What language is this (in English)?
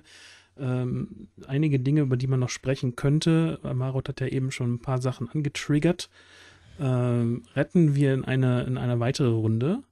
German